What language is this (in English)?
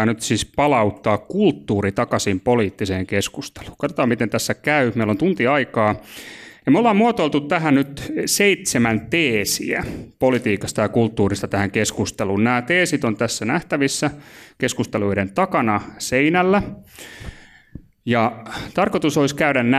Finnish